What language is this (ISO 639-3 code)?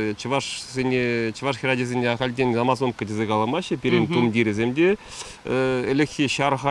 chv